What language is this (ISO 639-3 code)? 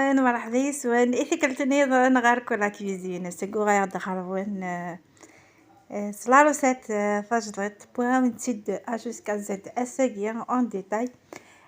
kab